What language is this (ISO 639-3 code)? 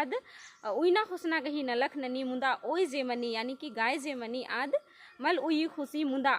kru